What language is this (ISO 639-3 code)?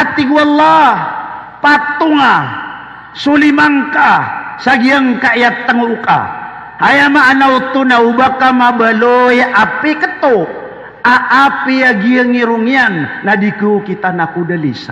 mrw